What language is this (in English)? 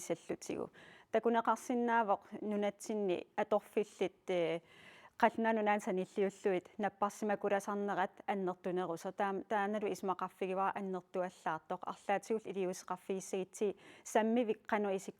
Kalaallisut